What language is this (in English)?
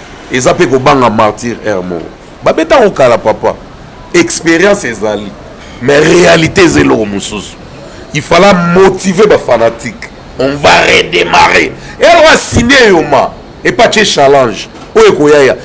Lingala